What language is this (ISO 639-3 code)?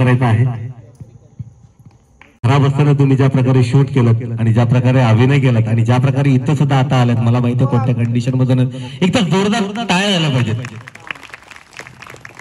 mar